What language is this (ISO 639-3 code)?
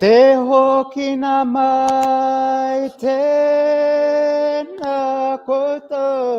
mri